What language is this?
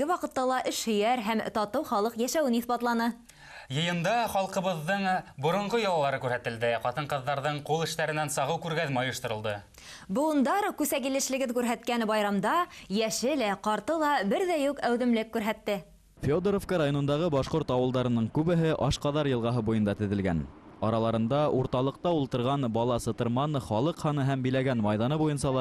Bashkir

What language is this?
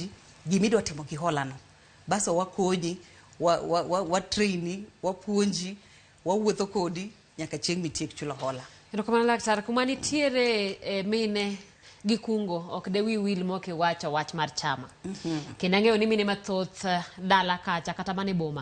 Luo (Kenya and Tanzania)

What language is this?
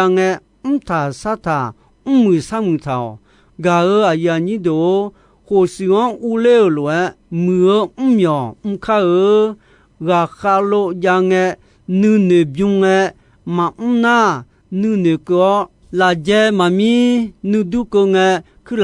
Akha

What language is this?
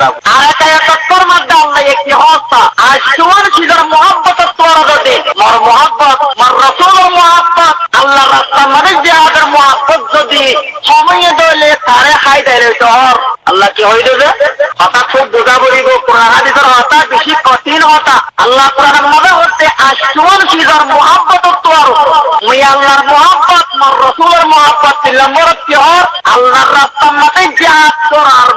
Rohingya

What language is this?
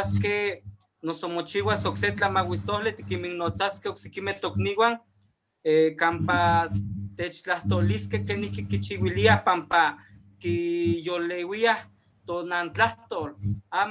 Eastern Huasteca Nahuatl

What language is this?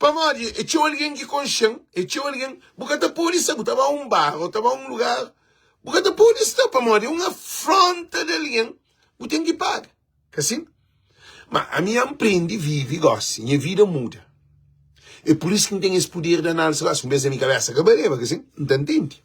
Kabuverdianu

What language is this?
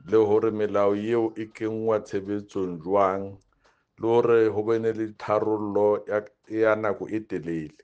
Southern Sotho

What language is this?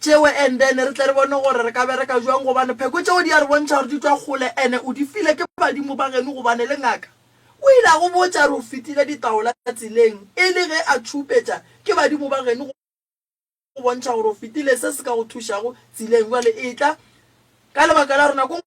Northern Sotho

